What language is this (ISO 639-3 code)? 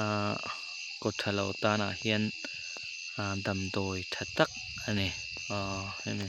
lus